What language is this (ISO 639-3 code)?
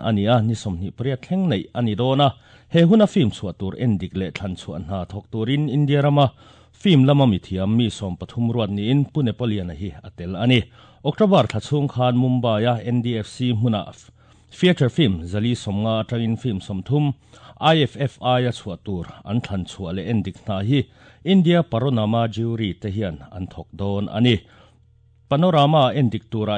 lus